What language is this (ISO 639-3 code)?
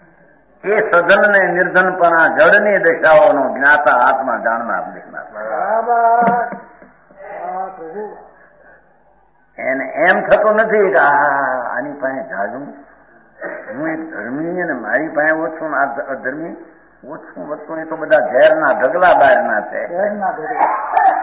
guj